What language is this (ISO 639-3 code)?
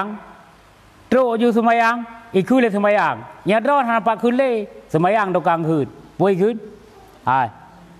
ace